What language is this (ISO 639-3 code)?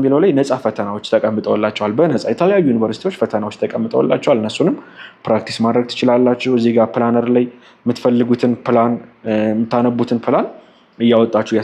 amh